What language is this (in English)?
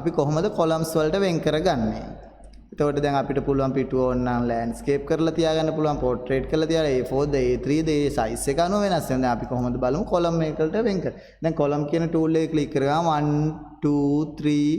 Sinhala